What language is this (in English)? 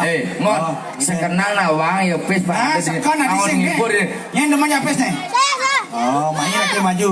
Balinese